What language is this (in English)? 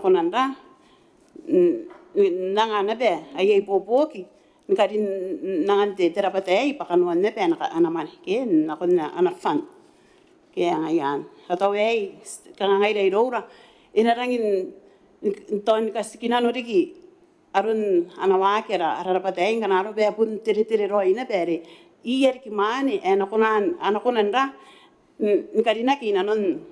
Gilbertese